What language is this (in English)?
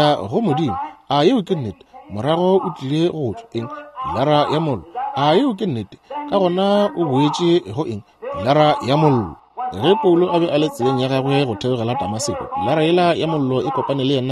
Northern Sotho